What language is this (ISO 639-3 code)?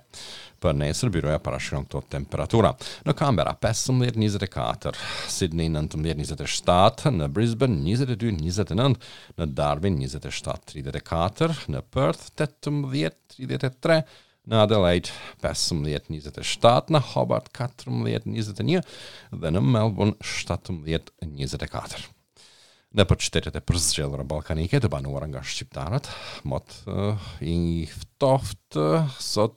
sqi